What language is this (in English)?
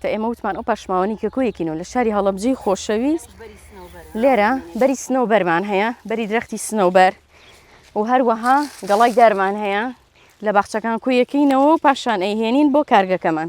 Central Kurdish